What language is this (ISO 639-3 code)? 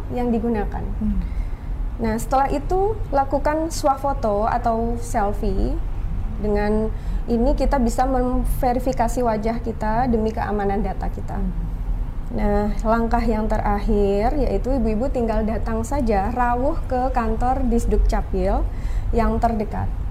ind